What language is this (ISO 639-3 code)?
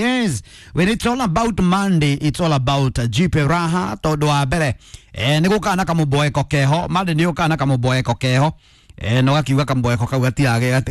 kik